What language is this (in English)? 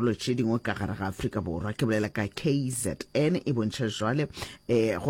Northern Sotho